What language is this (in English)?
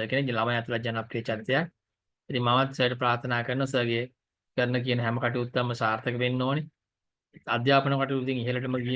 Sinhala